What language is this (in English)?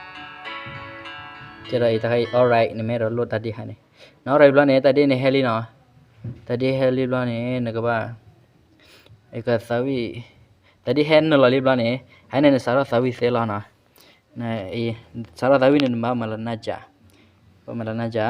S'gaw Karen